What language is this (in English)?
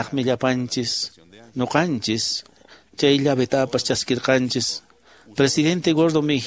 Quechua